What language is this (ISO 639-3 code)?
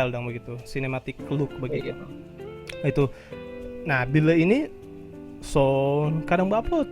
xmm